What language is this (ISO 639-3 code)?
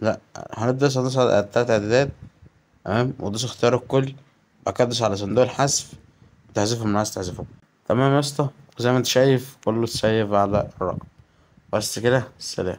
arz